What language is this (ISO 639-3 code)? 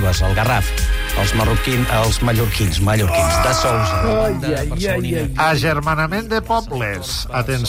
cat